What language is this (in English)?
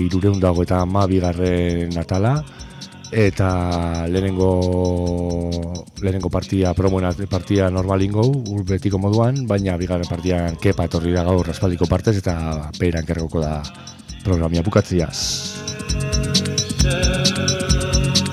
Basque